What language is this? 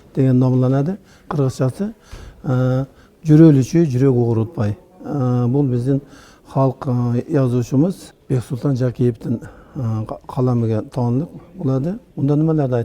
Uzbek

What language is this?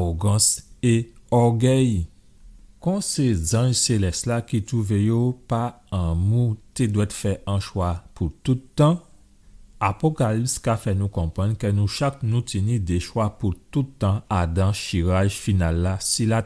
Guadeloupean Creole French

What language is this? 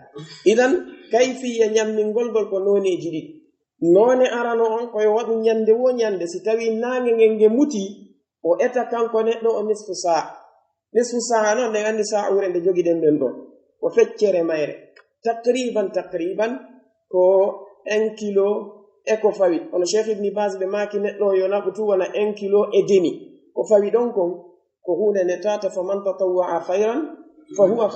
Pular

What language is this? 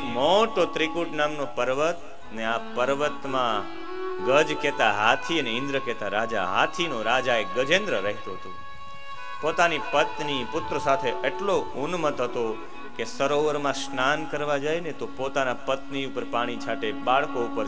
Gujarati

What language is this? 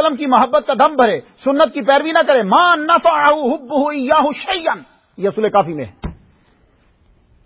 Urdu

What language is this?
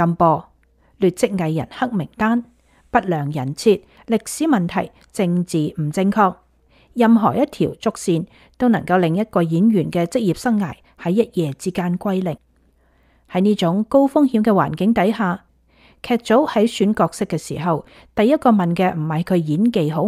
Cantonese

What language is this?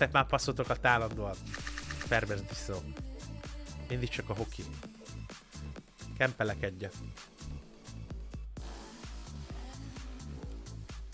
Hungarian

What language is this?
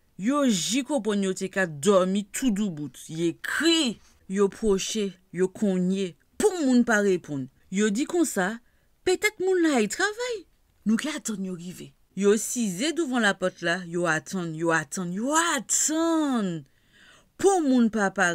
Guadeloupean Creole French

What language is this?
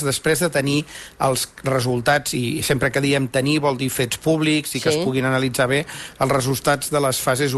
Catalan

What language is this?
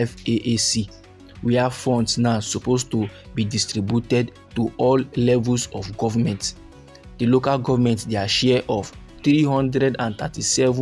Nigerian Pidgin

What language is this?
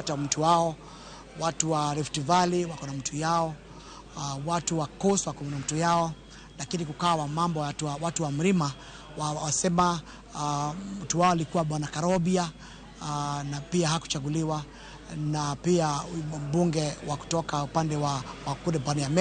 Luo (Kenya and Tanzania)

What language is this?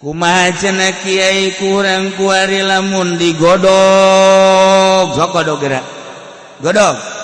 Sundanese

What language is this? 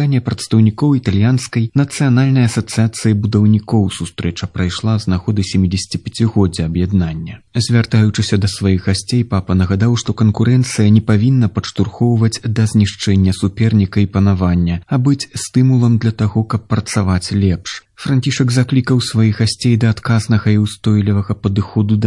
Belarusian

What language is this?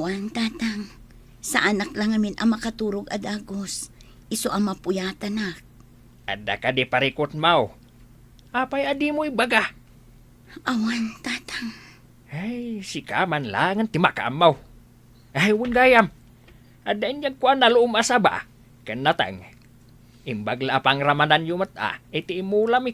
Iloko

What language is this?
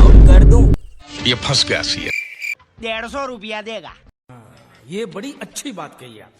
Chhattisgarhi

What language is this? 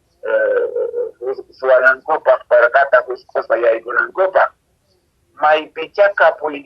Quechua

